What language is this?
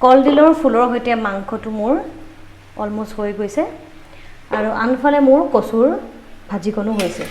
Assamese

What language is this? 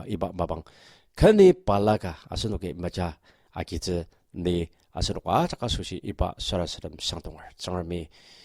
Ao Naga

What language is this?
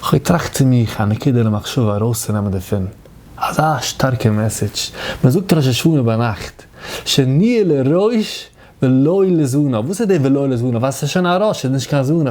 Yiddish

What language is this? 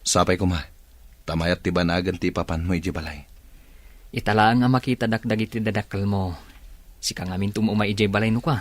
Iloko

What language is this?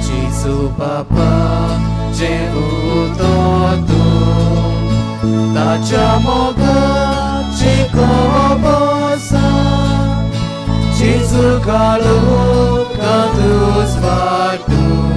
Konkani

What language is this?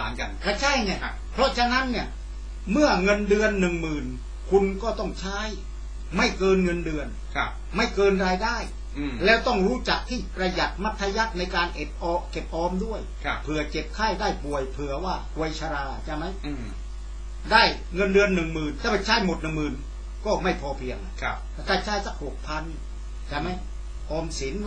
Thai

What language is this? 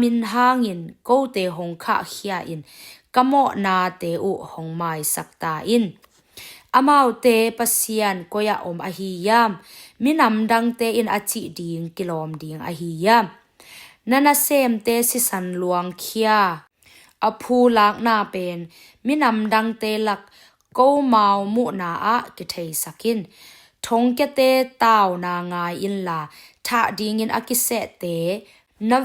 Tedim Chin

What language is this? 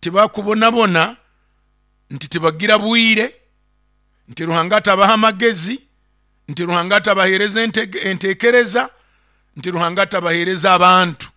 Nyoro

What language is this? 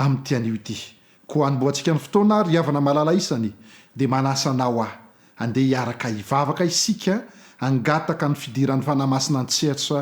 Malagasy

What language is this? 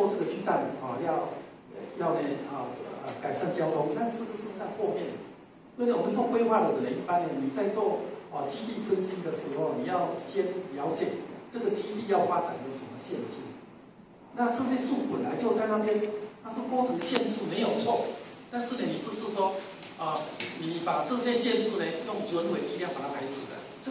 Chinese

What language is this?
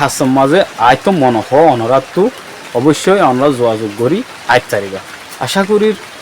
Rohingya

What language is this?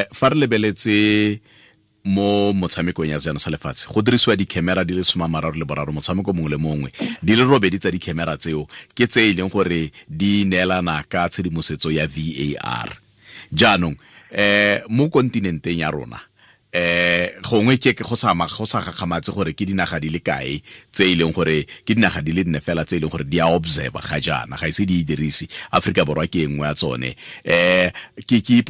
Tswana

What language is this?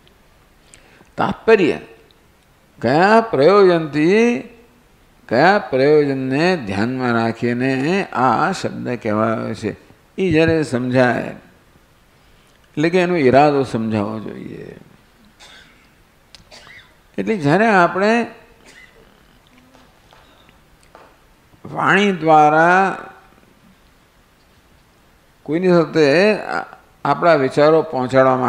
Gujarati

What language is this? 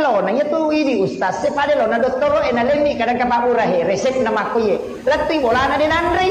Buginese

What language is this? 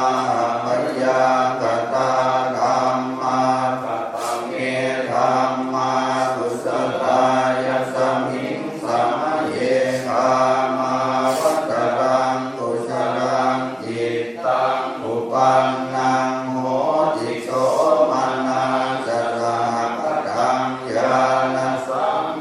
Pali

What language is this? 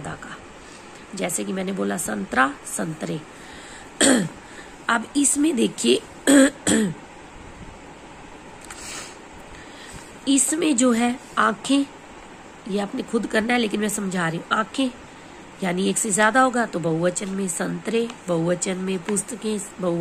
Hindi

